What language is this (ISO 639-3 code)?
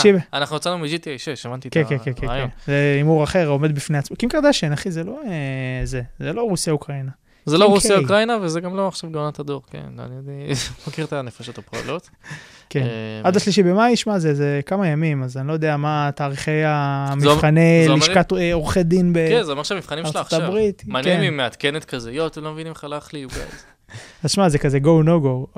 heb